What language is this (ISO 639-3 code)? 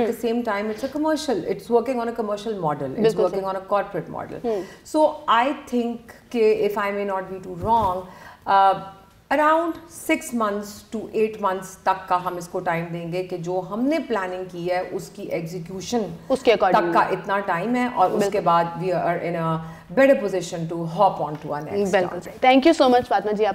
urd